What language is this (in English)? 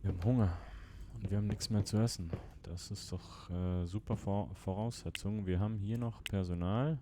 Swiss German